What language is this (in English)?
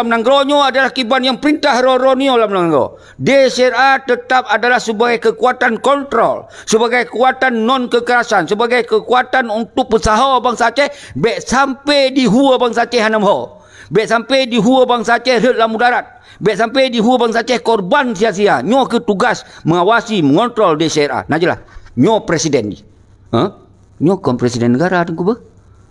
Achinese